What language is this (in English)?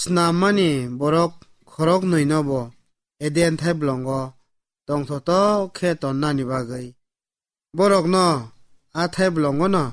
Kok Borok